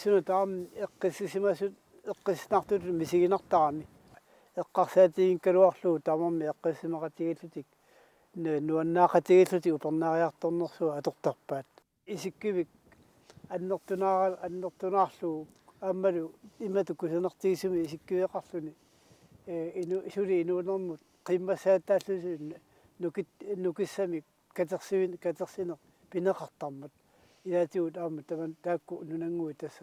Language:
Kalaallisut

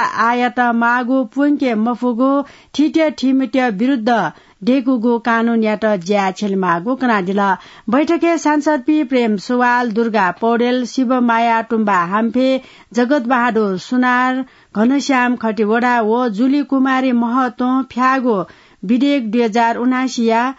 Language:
Newari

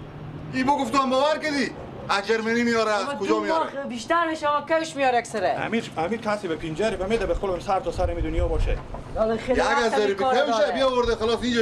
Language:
Persian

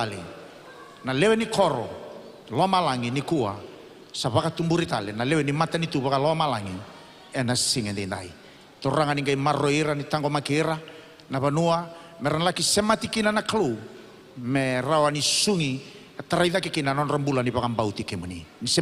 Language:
Fijian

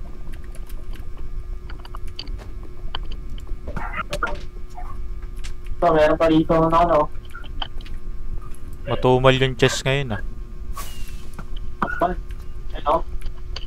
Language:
Filipino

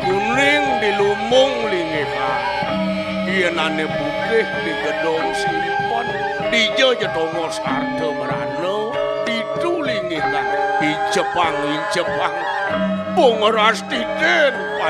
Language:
Balinese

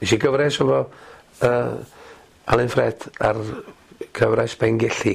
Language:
Welsh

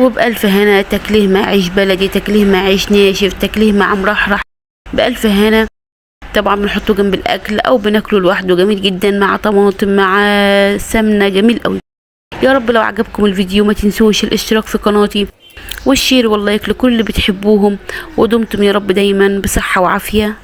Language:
Egyptian Arabic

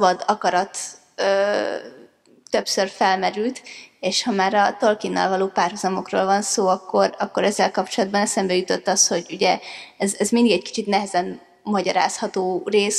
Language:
Hungarian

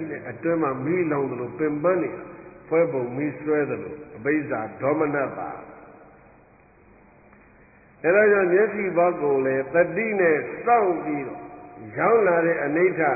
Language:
Burmese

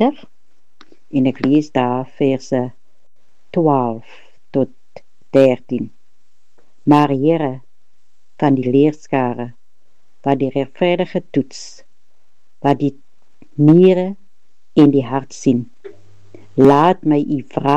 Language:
Afrikaans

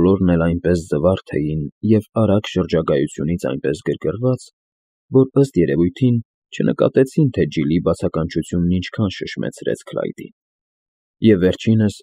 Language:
Armenian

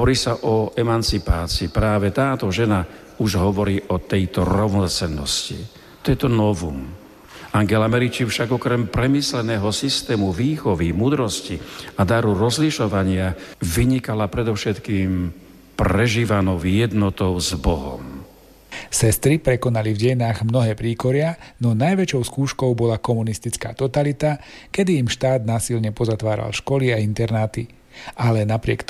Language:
Slovak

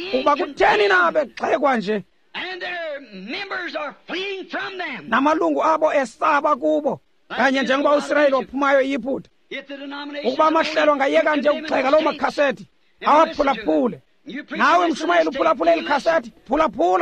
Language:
Xhosa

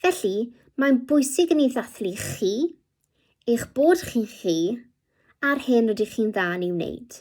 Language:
Welsh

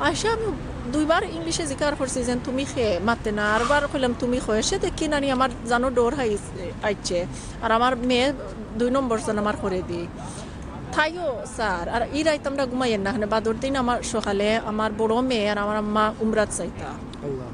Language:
Sylheti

